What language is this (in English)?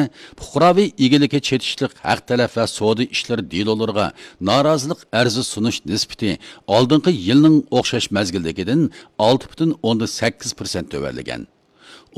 Uyghur